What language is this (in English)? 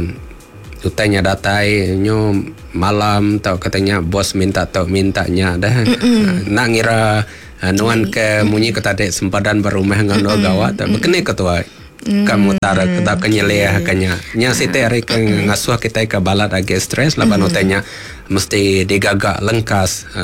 Iban